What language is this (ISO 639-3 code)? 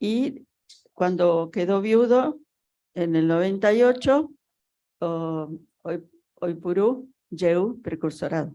grn